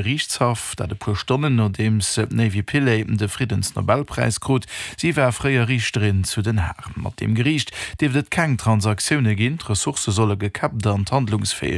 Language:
Luxembourgish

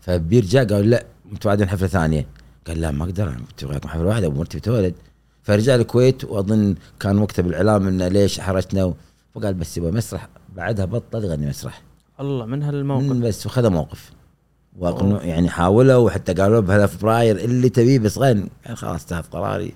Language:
Gulf Arabic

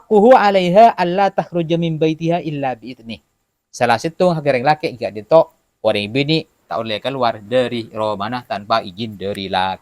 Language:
Madurese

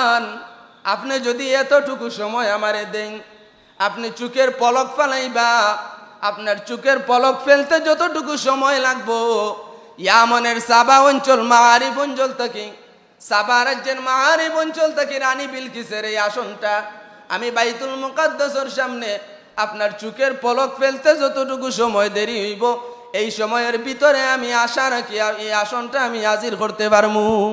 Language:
Sylheti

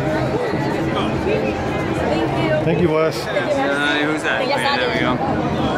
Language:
English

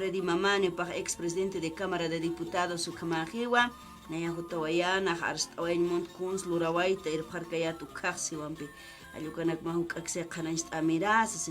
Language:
Aymara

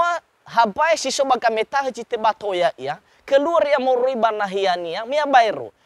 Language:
Nias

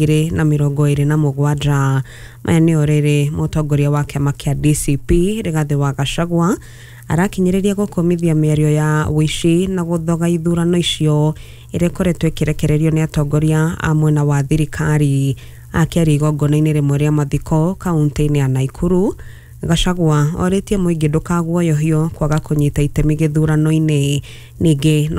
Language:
Kikuyu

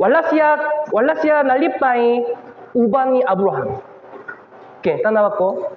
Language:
Cebuano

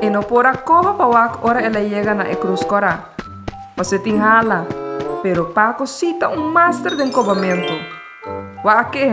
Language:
Papiamento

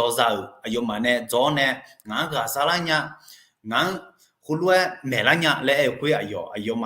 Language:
Akha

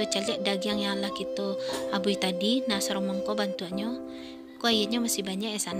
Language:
Minangkabau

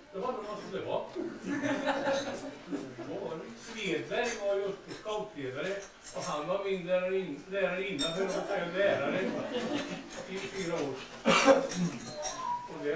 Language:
Swedish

